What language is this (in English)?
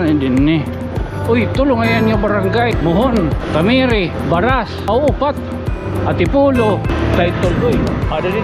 Waray